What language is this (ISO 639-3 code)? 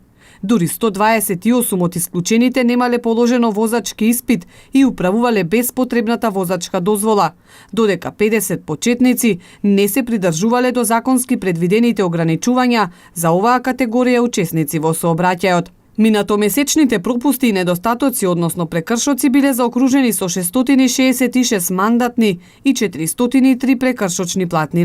mkd